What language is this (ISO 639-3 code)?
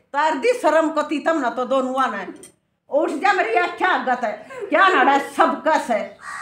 bgc